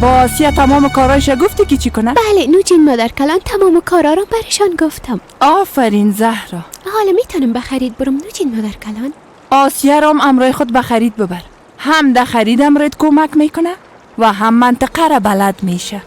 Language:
Persian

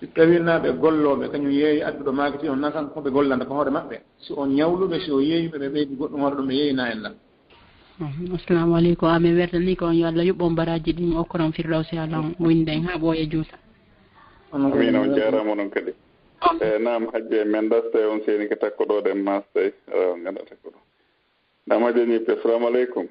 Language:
Fula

